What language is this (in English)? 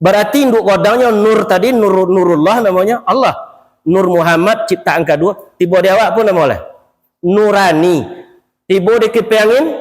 Minangkabau